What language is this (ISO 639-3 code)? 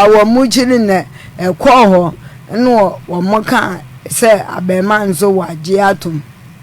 aka